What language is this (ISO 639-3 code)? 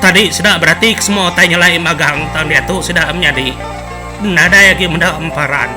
iba